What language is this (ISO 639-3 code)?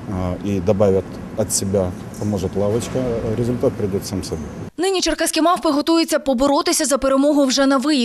ukr